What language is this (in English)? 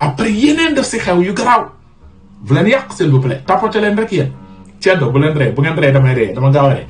Wolof